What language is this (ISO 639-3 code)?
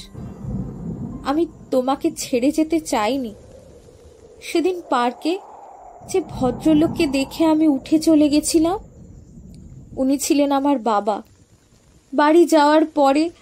ben